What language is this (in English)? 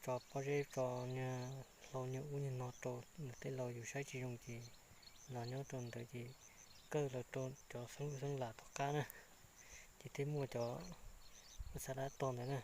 Hmong